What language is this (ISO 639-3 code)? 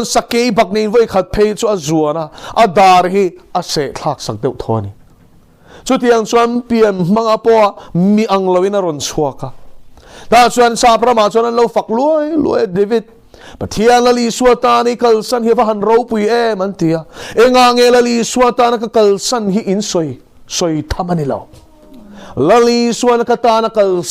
lus